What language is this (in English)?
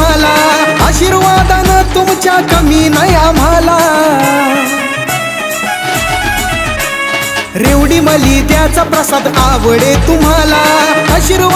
Marathi